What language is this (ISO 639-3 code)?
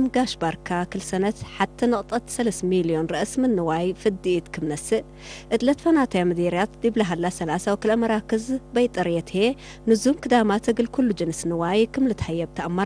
tig